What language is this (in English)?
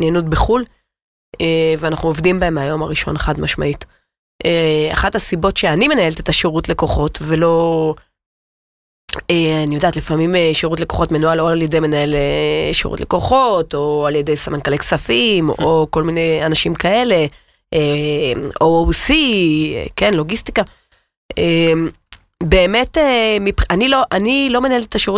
Hebrew